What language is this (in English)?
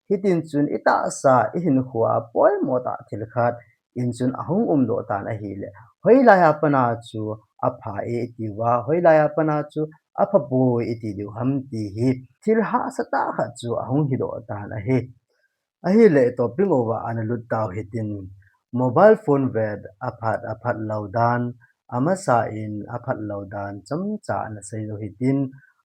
Thado Chin